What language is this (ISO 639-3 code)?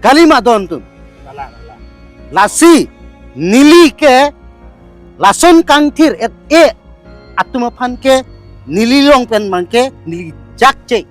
mjw